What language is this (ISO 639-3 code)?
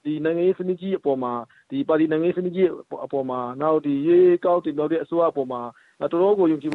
mya